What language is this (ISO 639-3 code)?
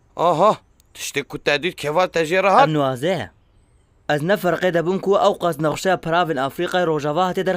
kur